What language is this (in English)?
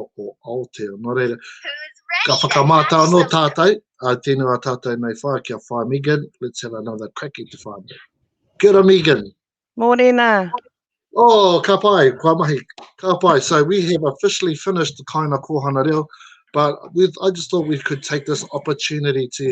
Māori